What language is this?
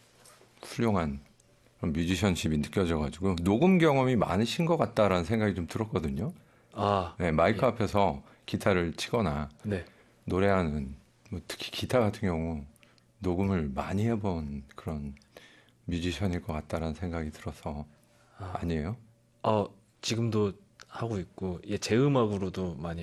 Korean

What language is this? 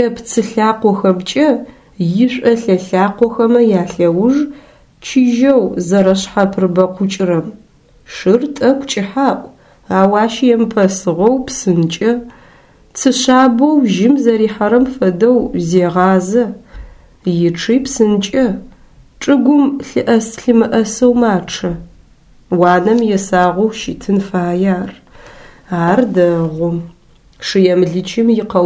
Adyghe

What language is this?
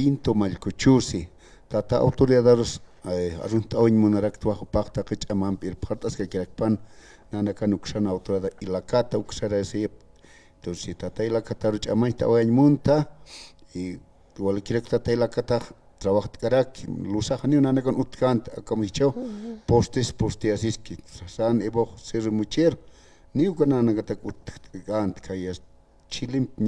Aymara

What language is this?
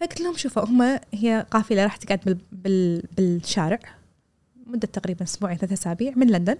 Gulf Arabic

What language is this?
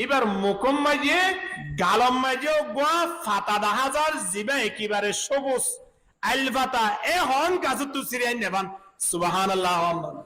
Rohingya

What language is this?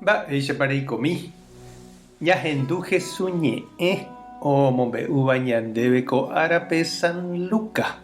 Guarani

